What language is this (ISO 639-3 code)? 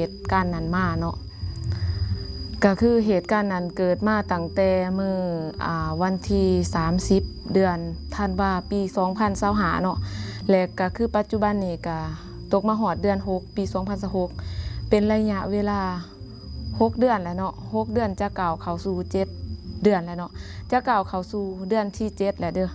lao